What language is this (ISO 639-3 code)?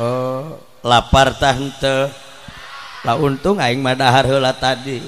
sun